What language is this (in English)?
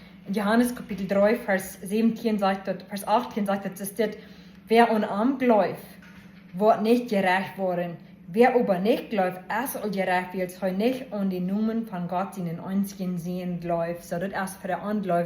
Plautdietsch